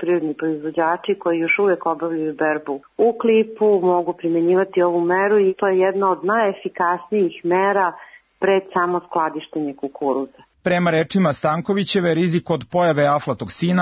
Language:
Serbian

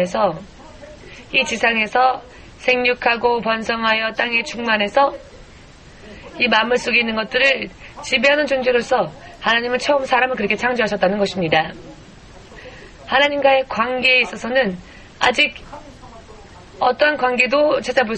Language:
Korean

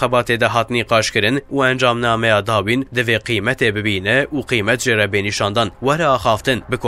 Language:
Kurdish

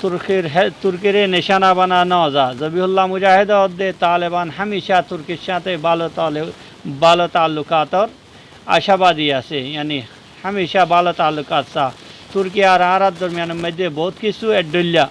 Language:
Rohingya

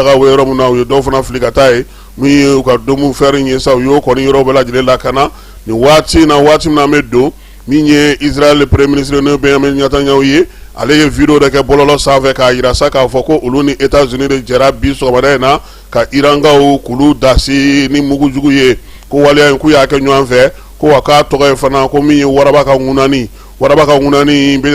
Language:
Bambara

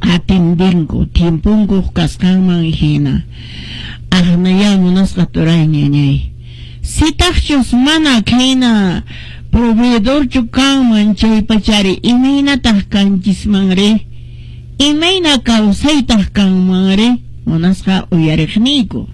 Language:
Quechua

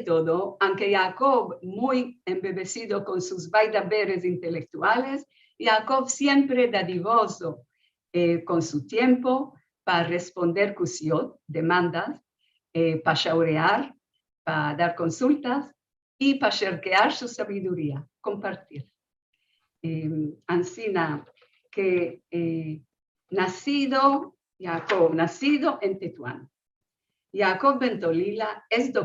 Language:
Ladino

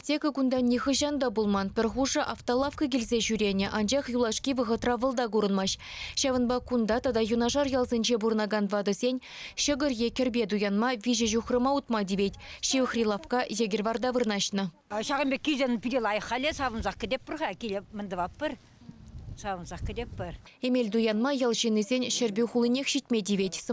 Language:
Chuvash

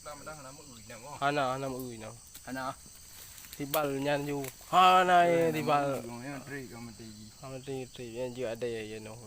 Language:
Achinese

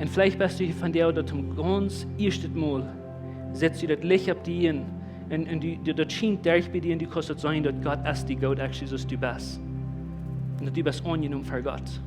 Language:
Plautdietsch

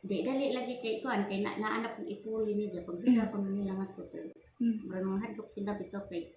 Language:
Cebuano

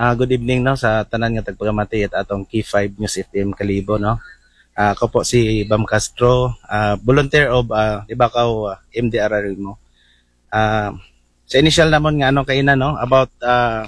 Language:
Aklanon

